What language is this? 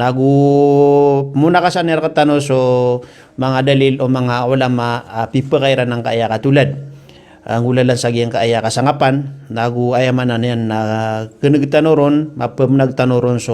Maranao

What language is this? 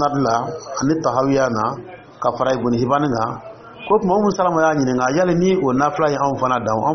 Dyula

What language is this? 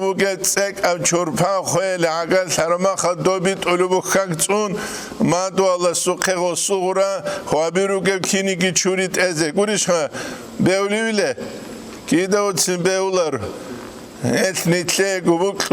Avaric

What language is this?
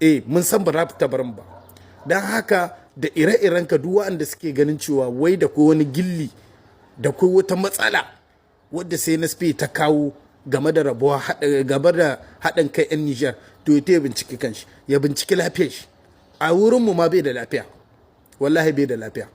Hausa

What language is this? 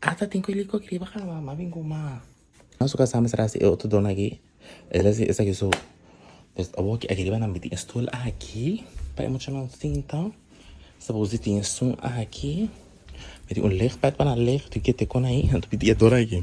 Papiamento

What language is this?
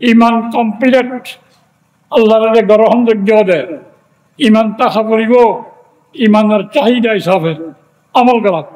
Rohingya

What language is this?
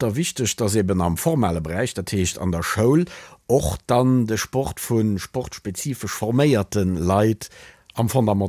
Luxembourgish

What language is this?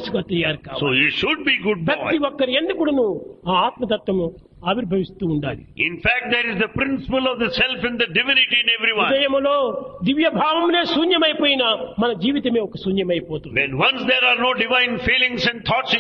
Telugu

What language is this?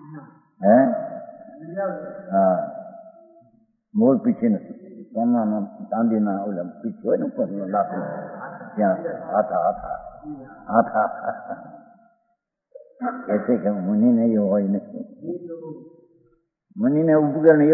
Gujarati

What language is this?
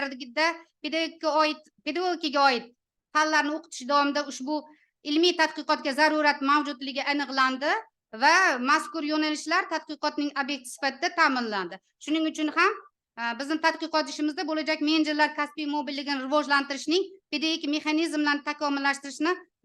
Uzbek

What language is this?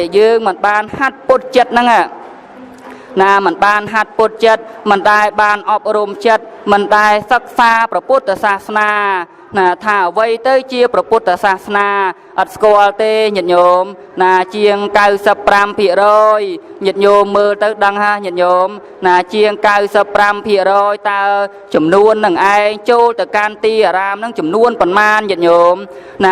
Khmer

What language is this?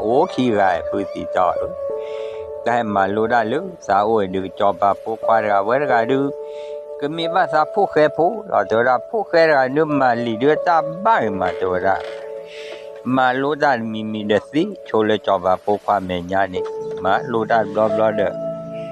S'gaw Karen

